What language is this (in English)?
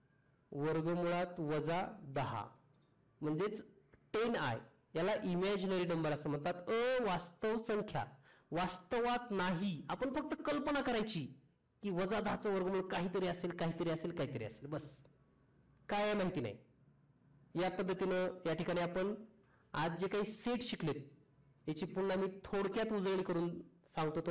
Marathi